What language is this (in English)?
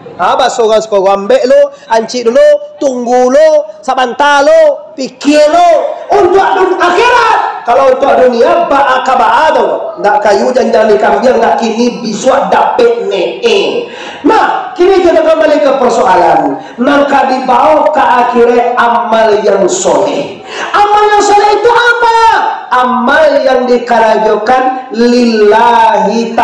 Minangkabau